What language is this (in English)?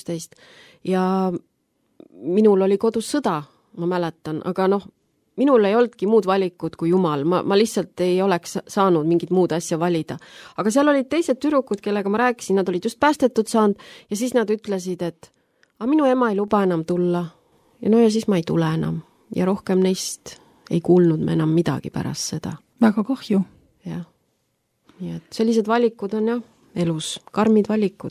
Estonian